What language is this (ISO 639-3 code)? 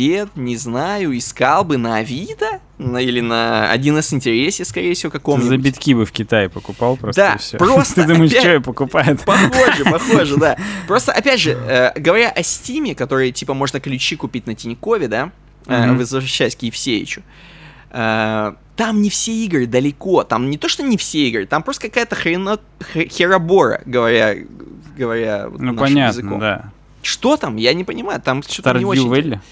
rus